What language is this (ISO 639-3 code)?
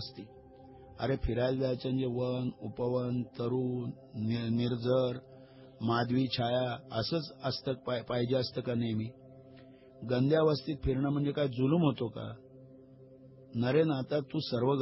mar